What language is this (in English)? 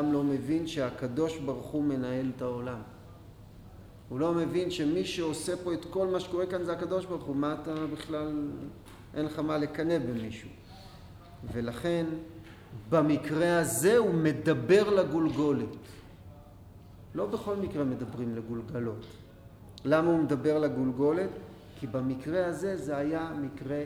Hebrew